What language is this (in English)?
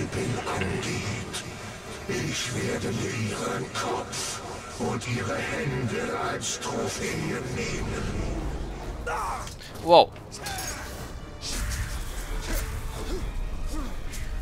German